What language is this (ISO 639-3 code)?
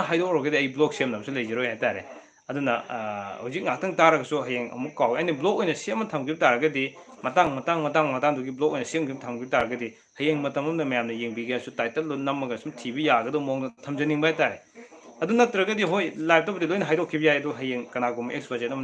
mni